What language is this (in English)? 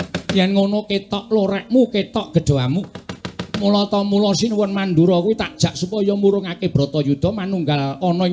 Javanese